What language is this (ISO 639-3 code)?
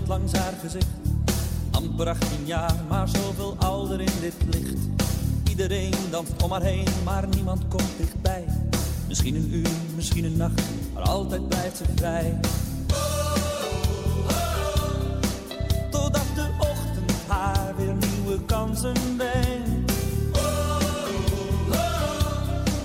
nld